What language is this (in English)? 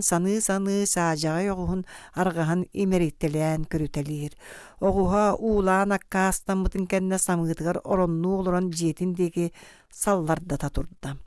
Yakut